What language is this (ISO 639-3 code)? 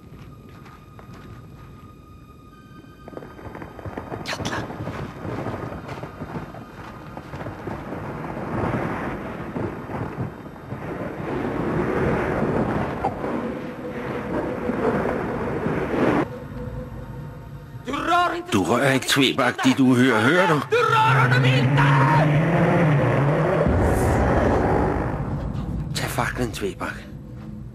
dan